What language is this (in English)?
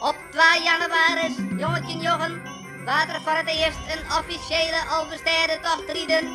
Western Frisian